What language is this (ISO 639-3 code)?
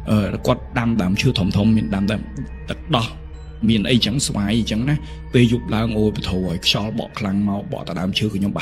khm